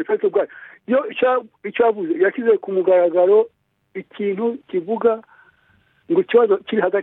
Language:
Kinyarwanda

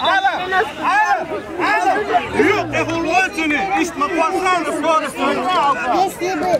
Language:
Chechen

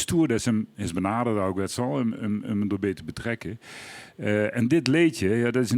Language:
Limburgish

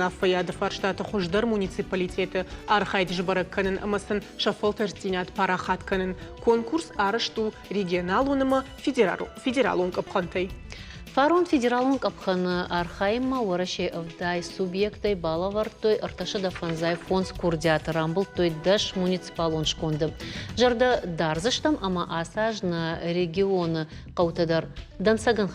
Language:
Ossetic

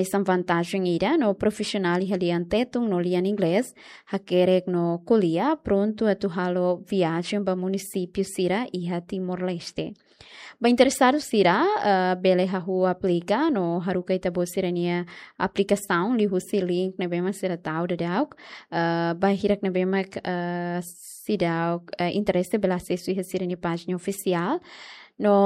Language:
Tetum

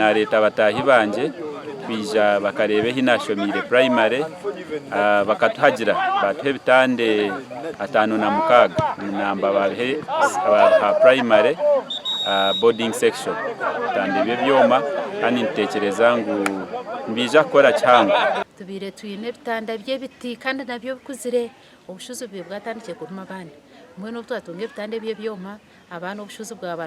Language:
Nyankole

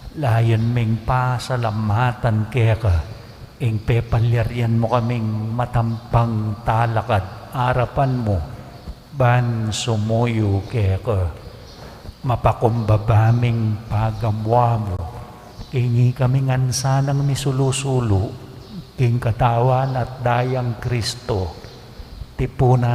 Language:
Pampanga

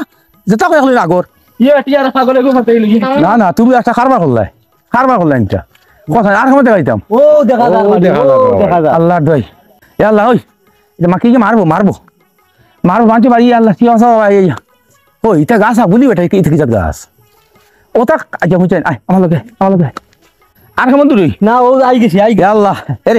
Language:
Sylheti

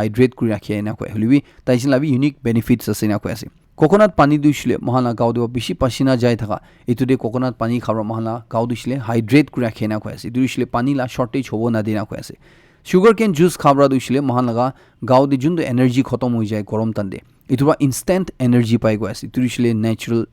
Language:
Naga Pidgin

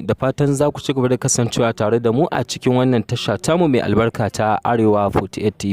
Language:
Hausa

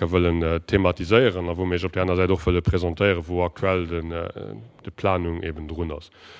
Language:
Luxembourgish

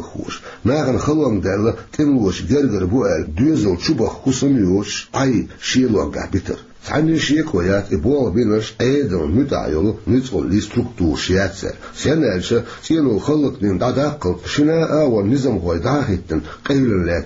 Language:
Chechen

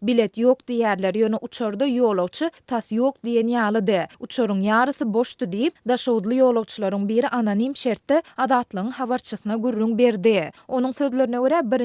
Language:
Turkmen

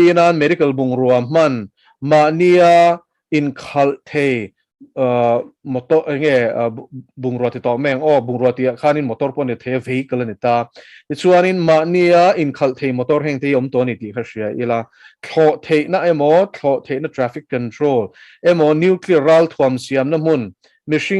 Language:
Mizo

